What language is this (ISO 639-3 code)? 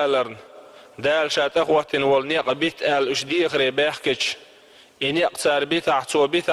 che